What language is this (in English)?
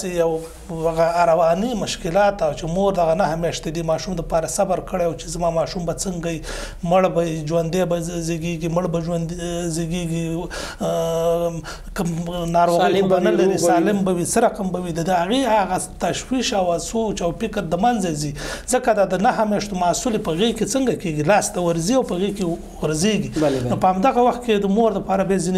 Pashto